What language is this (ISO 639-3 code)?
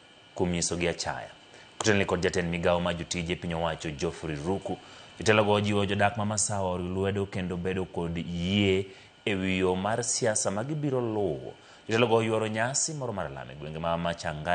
luo